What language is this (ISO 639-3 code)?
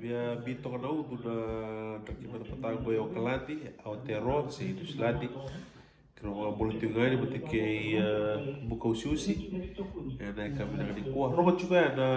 fij